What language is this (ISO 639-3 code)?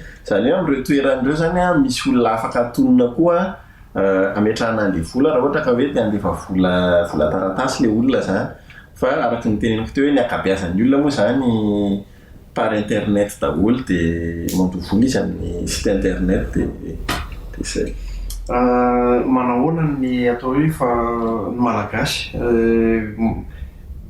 mlg